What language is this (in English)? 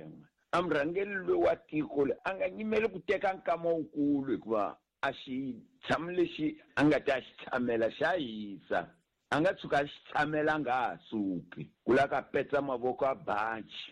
Tsonga